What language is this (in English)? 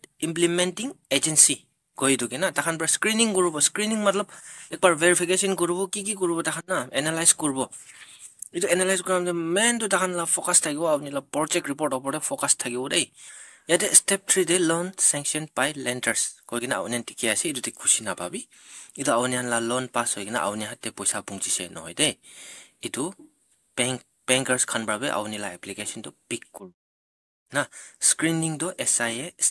Naga Pidgin